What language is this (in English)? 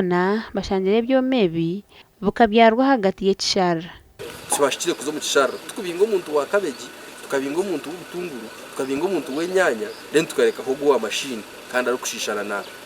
Nyankole